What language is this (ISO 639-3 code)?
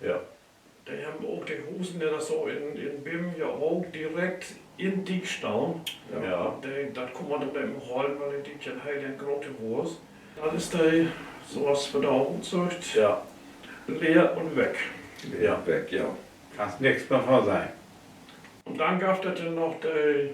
nds